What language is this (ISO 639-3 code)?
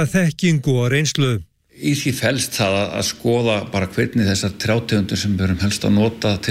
isl